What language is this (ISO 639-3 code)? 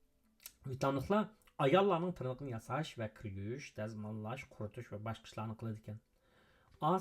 uig